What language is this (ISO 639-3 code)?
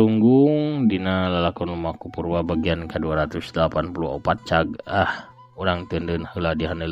sun